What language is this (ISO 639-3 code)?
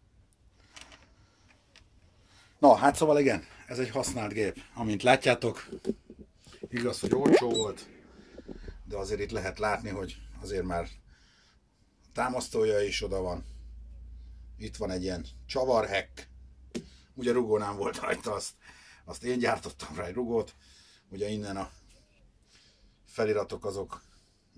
hun